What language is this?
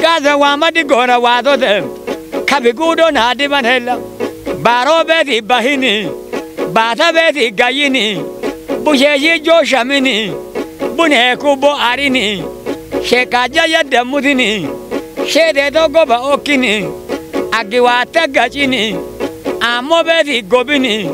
Kafa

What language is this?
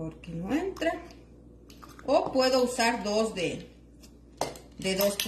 Spanish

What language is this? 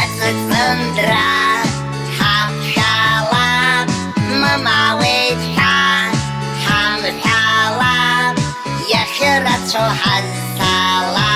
Abkhazian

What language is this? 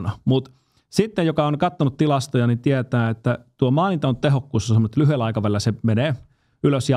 Finnish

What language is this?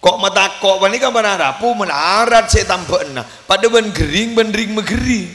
Madurese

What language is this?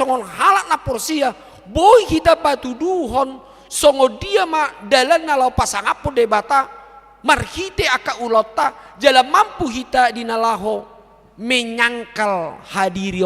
Batak Toba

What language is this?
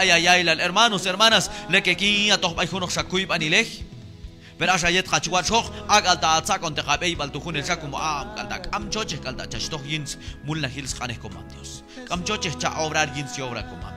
Q'anjob'al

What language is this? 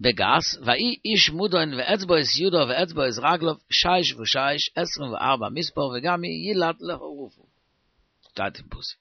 Yiddish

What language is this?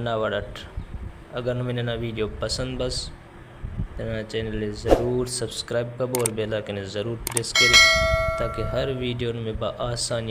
Brahui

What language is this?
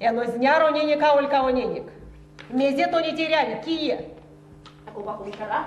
Erzya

